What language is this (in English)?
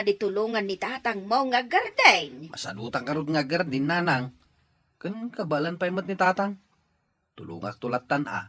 Iloko